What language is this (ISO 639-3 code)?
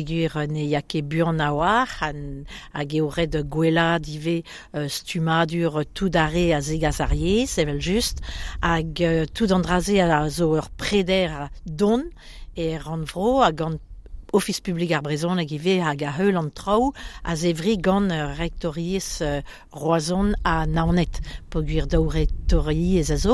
bre